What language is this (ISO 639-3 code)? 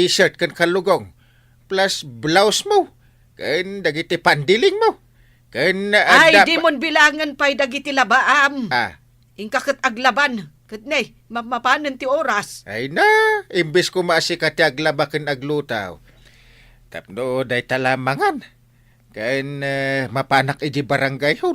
ilo